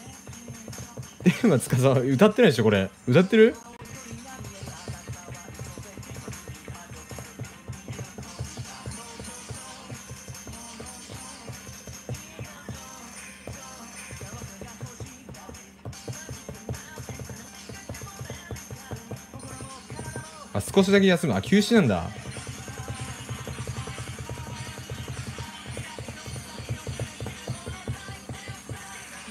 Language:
Japanese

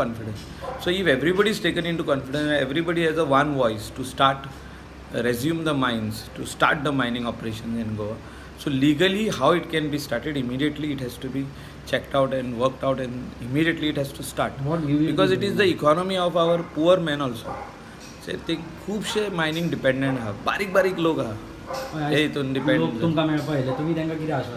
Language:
Konkani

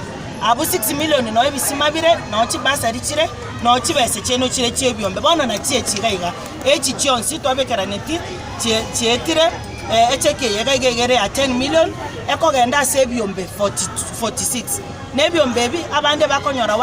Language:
Gusii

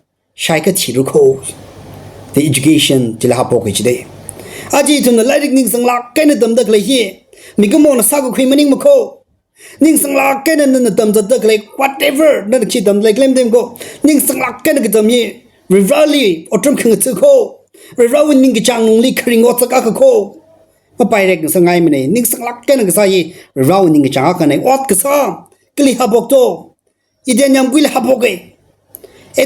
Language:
Tangkhul Naga (India)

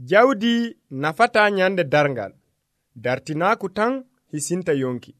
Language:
Nigerian Fulfulde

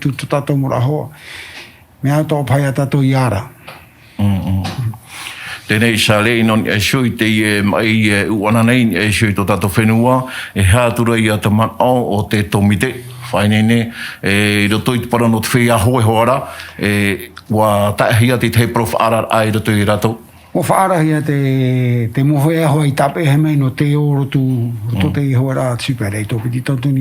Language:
Tahitian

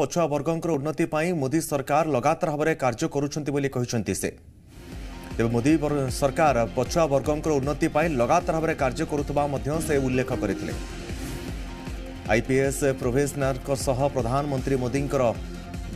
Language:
Odia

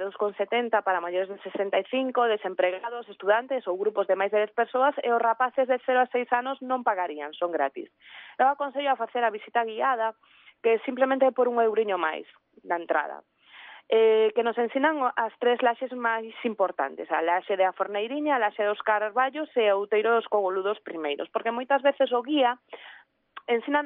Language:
Galician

